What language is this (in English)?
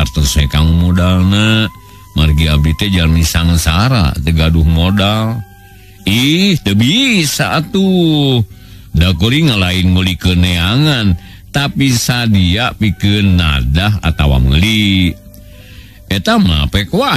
Sundanese